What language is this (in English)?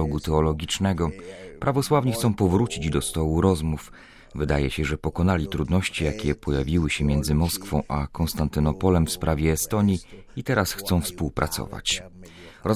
Polish